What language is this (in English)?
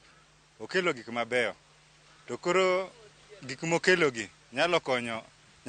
Luo (Kenya and Tanzania)